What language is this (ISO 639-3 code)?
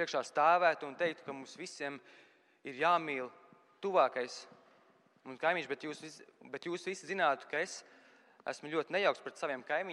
lav